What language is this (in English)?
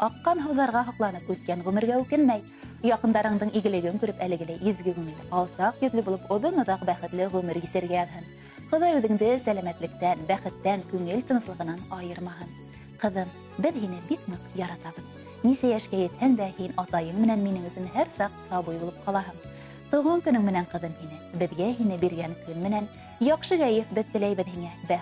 Bashkir